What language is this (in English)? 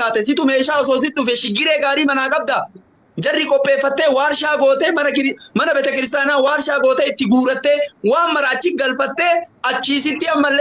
Oromo